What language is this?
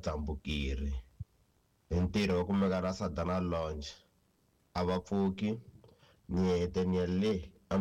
Tsonga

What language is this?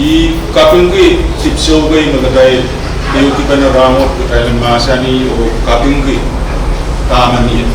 Pohnpeian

